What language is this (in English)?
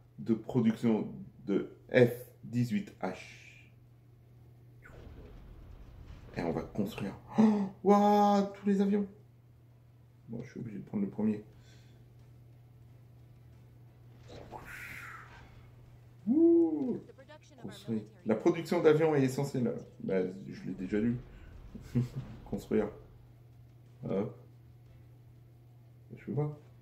French